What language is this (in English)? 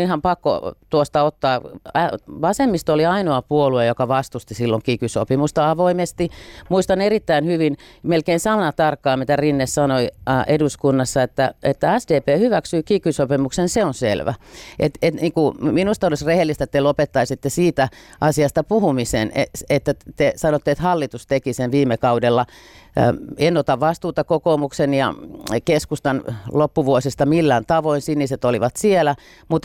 Finnish